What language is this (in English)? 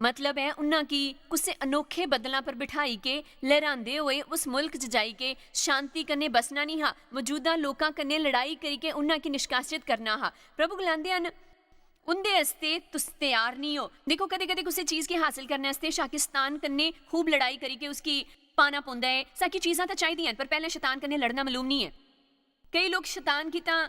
Dogri